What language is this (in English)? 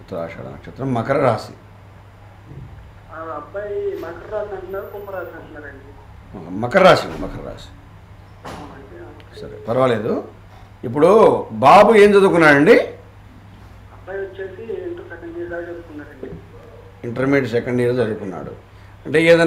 Telugu